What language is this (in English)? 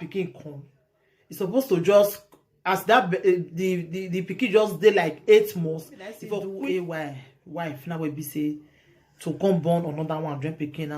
Nigerian Pidgin